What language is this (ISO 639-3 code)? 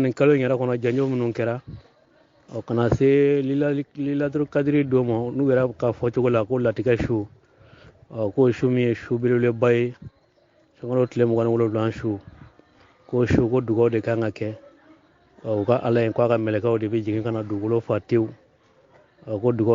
bam